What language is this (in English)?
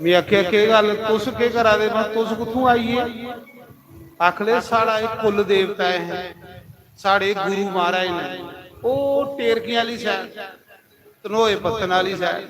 Dogri